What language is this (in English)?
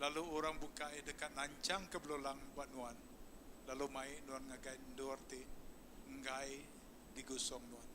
Iban